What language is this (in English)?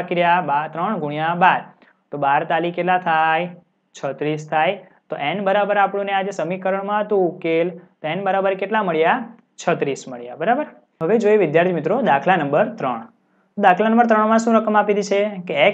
Gujarati